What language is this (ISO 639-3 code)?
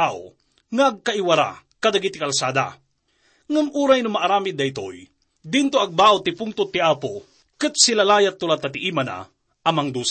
ilo